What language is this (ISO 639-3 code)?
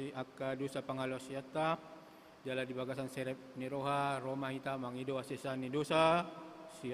bbc